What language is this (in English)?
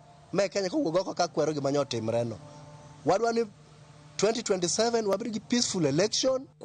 Luo (Kenya and Tanzania)